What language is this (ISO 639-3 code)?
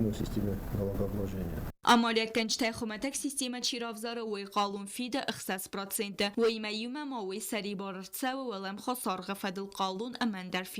oss